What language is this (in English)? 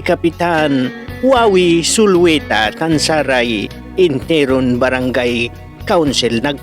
Pangasinan